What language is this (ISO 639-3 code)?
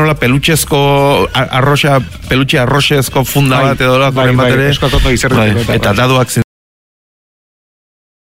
eus